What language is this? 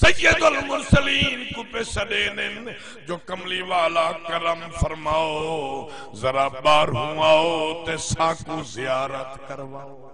Saraiki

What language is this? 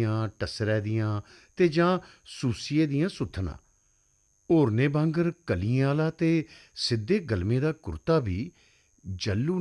Dogri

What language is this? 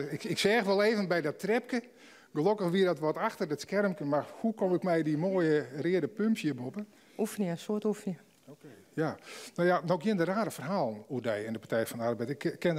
Western Frisian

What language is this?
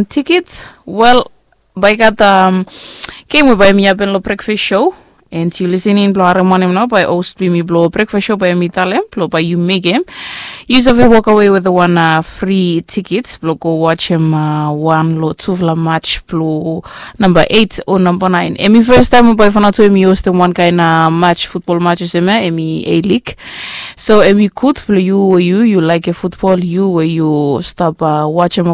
Bislama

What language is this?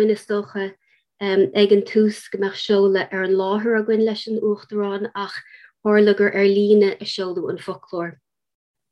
Irish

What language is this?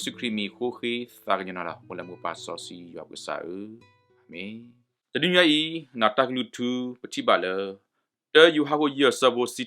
S'gaw Karen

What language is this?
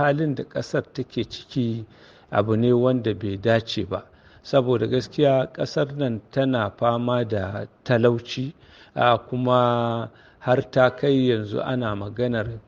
Hausa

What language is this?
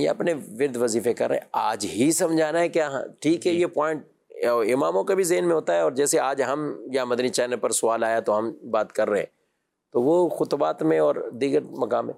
Urdu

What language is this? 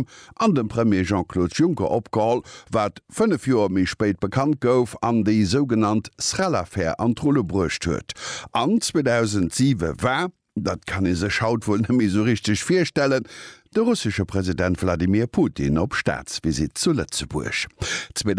Luxembourgish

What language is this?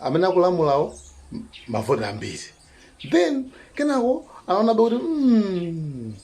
Nyanja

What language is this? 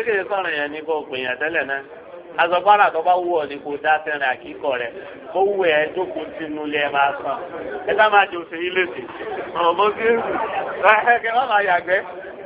Yoruba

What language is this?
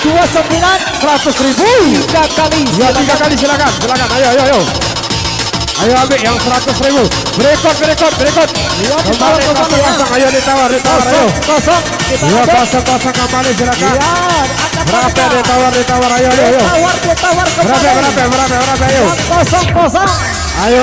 Indonesian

